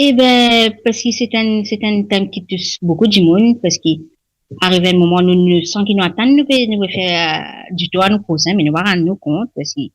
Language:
Morisyen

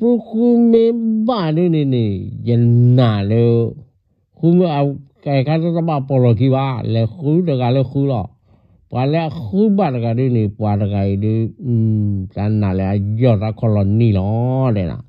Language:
S'gaw Karen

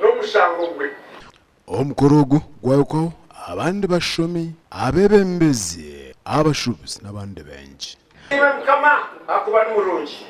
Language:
Nyankole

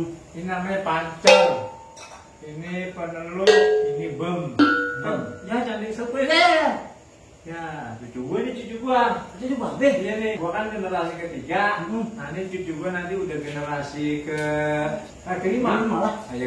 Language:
Betawi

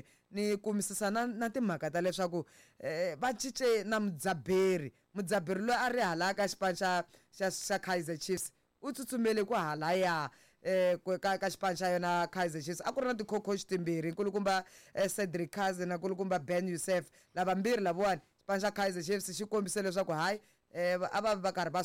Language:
Tsonga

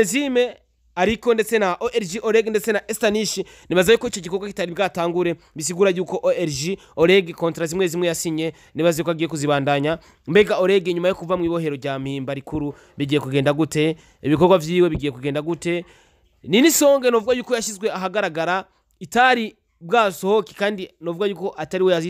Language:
Rundi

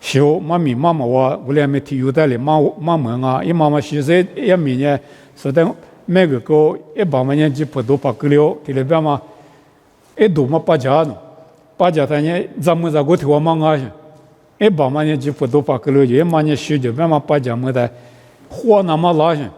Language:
Lisu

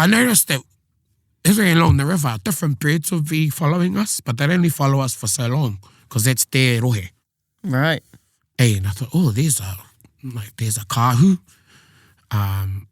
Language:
Māori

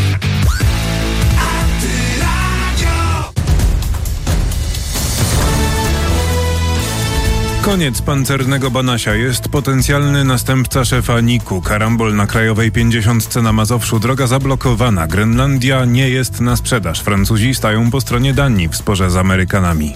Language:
Polish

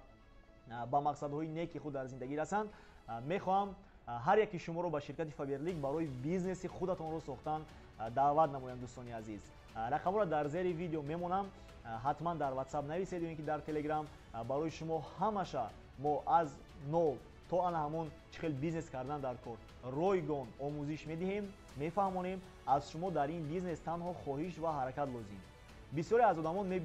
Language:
Tajik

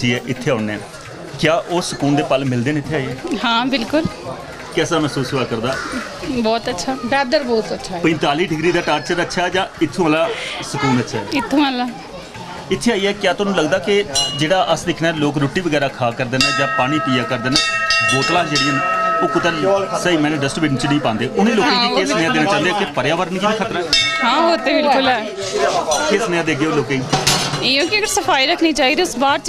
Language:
Dogri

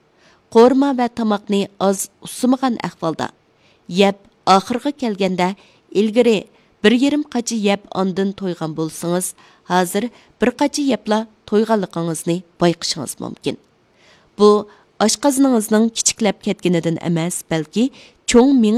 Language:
Uyghur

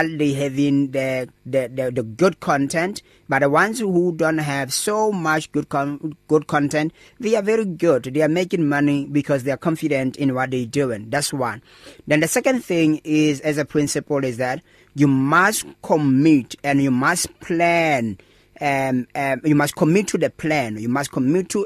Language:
English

